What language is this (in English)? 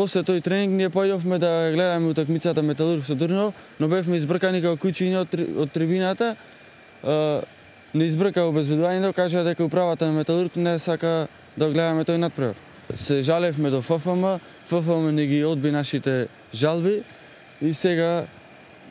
Macedonian